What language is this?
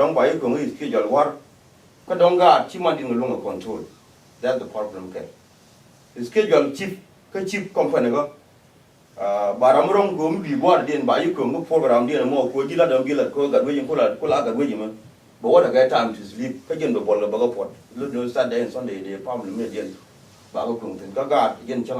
Nuer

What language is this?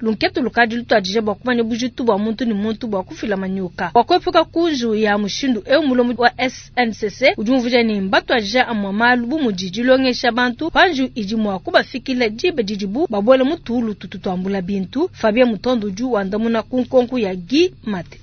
Luba-Lulua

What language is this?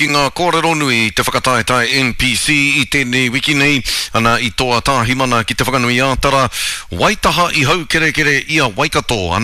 Māori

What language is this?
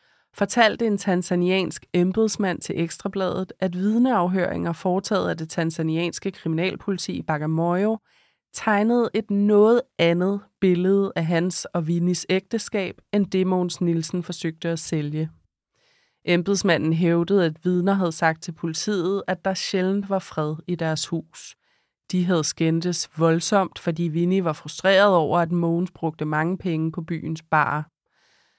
Danish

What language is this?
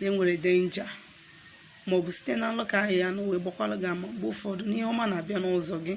Igbo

